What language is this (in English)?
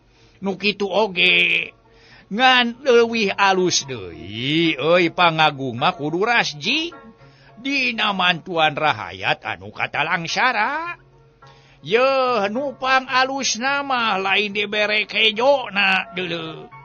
Sundanese